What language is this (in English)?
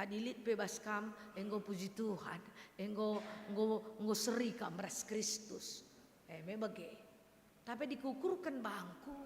Batak Karo